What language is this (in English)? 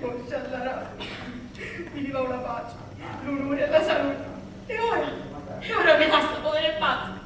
Sicilian